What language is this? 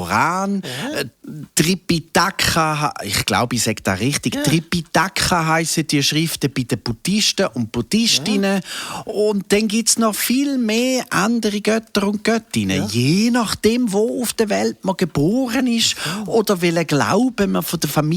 Swiss German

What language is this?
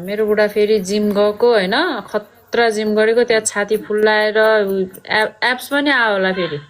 Nepali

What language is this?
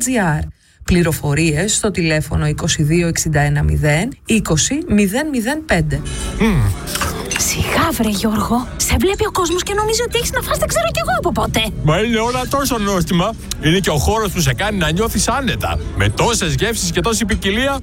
Greek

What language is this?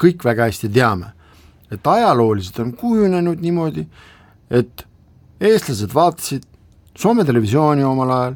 Estonian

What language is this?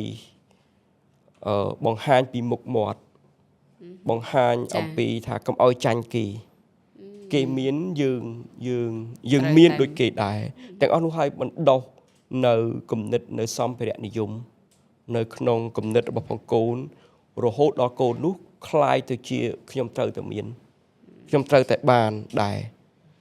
Khmer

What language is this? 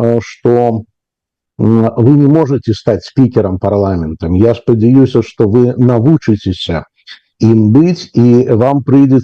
Belarusian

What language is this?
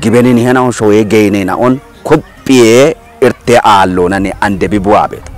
Kafa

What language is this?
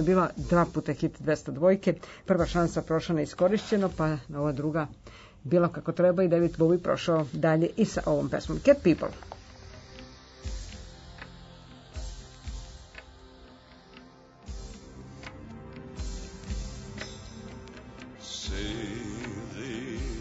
Serbian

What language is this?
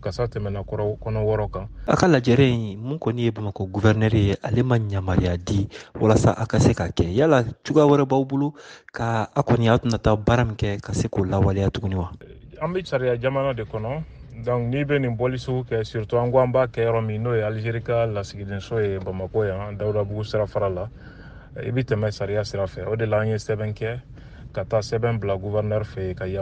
Bambara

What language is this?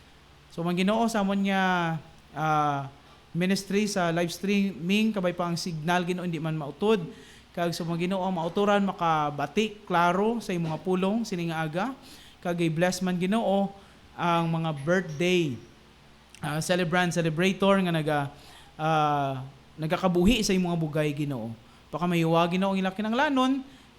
Hiligaynon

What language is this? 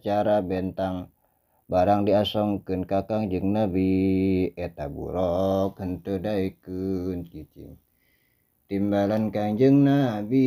Sundanese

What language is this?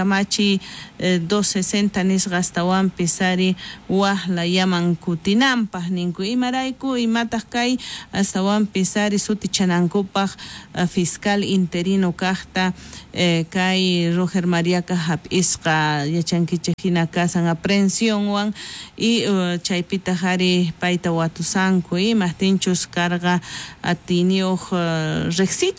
South Bolivian Quechua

